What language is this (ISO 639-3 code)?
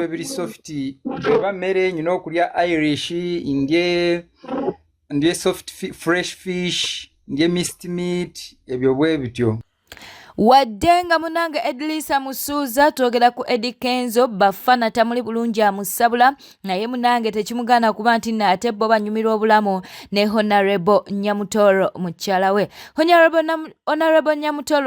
lug